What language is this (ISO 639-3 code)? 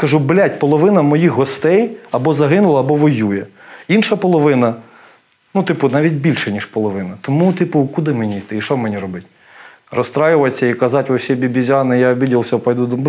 ukr